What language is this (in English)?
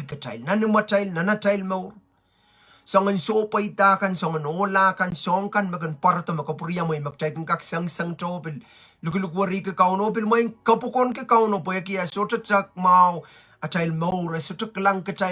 Pohnpeian